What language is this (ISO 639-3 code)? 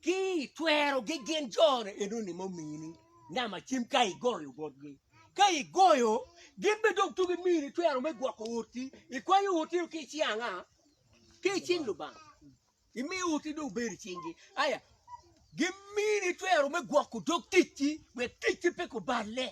ach